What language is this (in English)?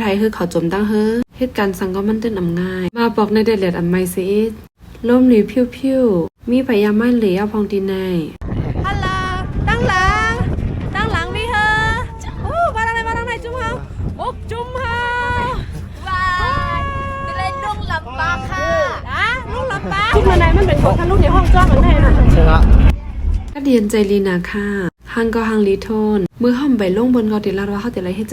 Shan